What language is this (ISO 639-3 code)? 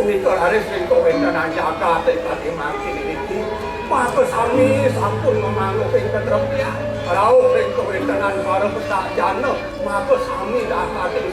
ban